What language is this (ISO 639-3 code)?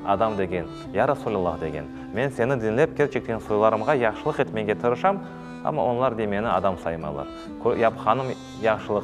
crh